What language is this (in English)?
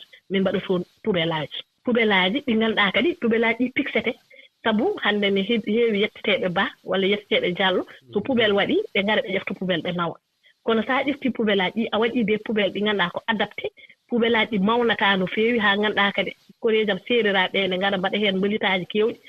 Fula